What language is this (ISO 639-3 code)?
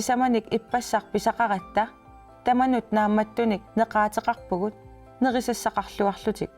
kal